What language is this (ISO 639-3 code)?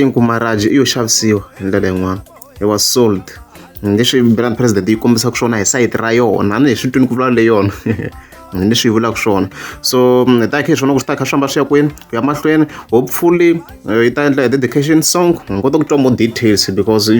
tso